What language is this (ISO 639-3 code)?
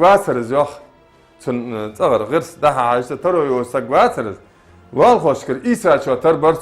inh